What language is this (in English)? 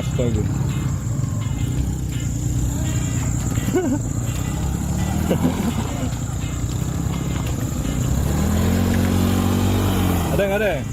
Sasak